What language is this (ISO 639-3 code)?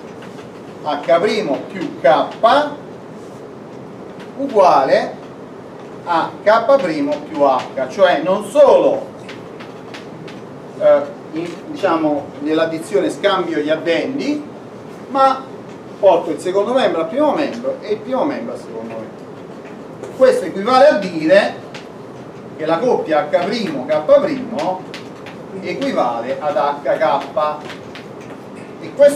ita